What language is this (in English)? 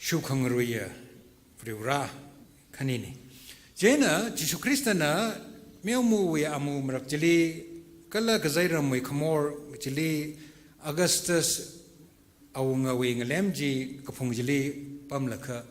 Tangkhul Naga (India)